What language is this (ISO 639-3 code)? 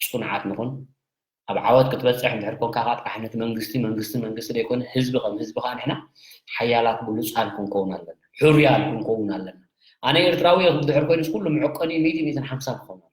tir